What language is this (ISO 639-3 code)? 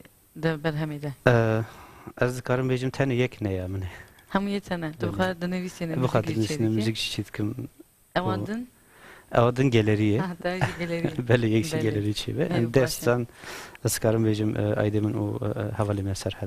kur